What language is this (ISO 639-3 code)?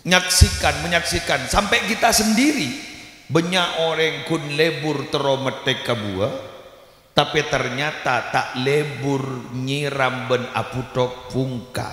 mad